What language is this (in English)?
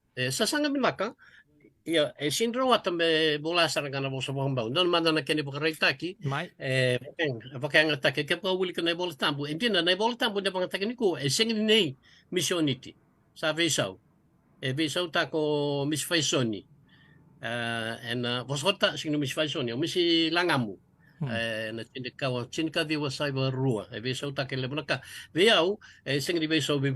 Fijian